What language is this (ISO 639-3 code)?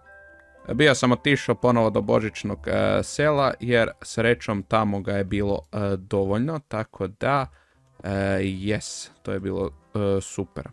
hrv